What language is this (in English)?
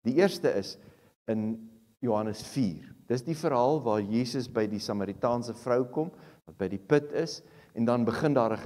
Afrikaans